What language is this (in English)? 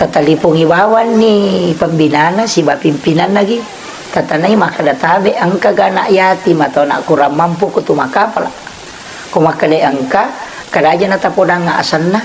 Buginese